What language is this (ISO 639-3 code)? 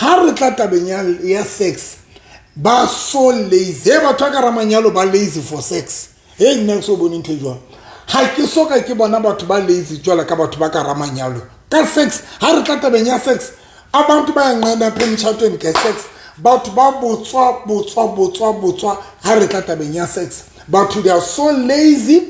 sot